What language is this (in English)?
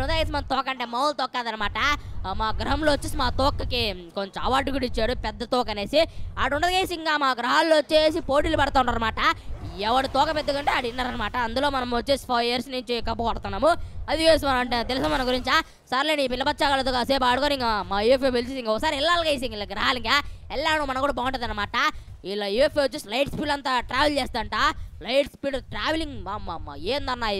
Telugu